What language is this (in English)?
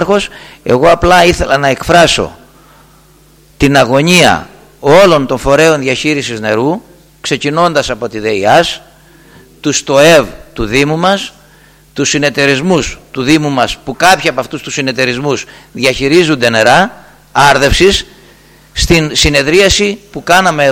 Greek